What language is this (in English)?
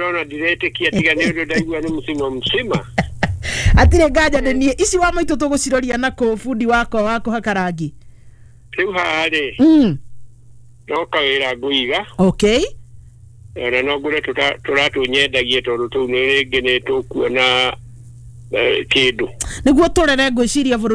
Kikuyu